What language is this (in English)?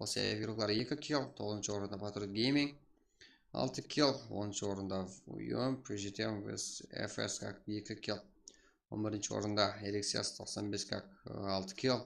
Kara-Kalpak